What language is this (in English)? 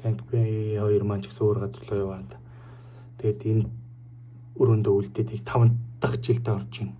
Mongolian